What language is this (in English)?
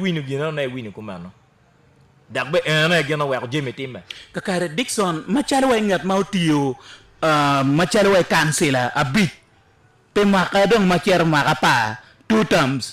Acoli